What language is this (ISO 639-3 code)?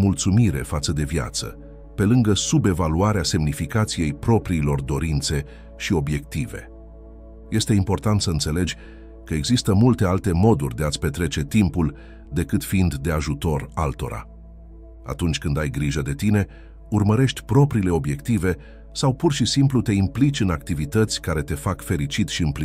ron